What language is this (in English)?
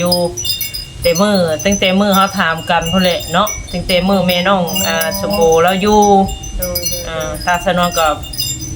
Northeastern Thai